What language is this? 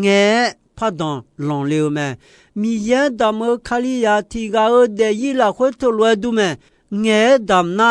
Akha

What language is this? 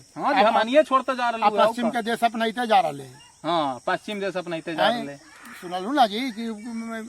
Magahi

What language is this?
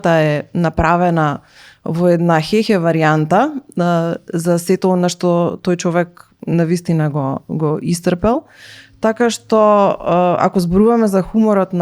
Macedonian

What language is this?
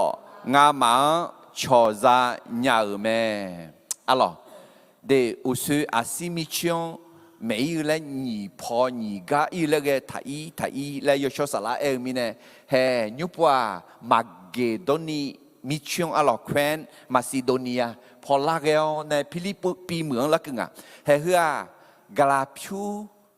Akha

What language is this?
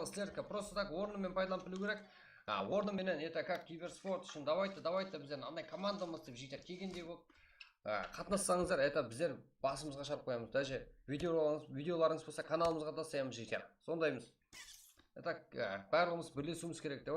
Kara-Kalpak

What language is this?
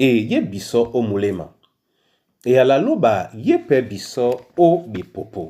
Duala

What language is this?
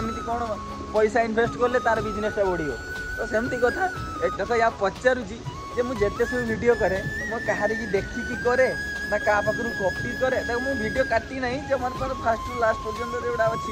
Odia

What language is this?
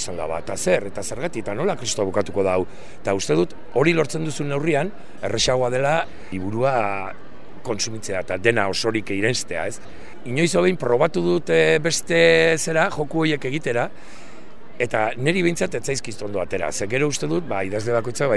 Basque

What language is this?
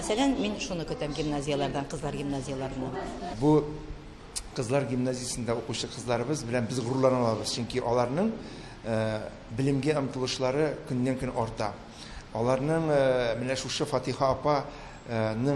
Tatar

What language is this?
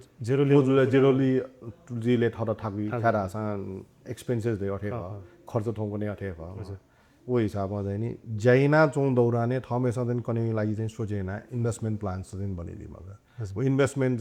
Newari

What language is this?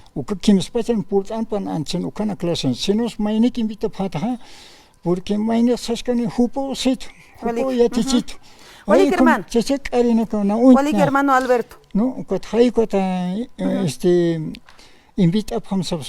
Aymara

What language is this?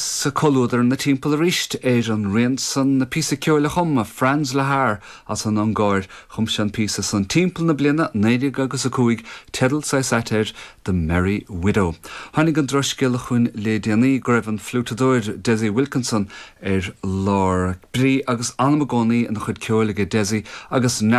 Irish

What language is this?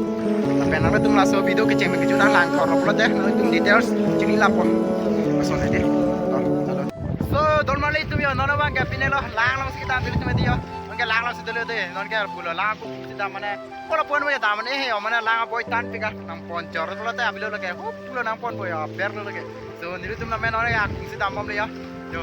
Karbi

